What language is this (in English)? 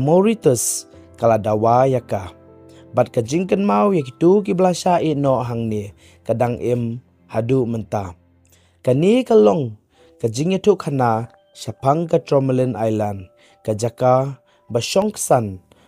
Khasi